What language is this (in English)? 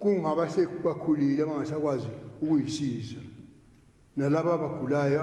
Zulu